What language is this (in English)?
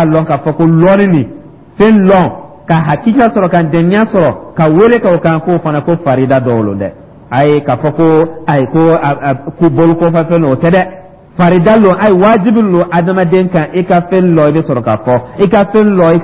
Dyula